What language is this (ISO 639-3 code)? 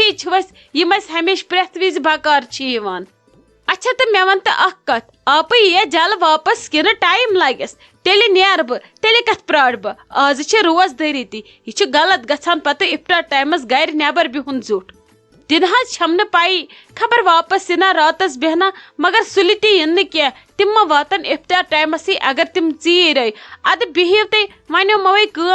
kas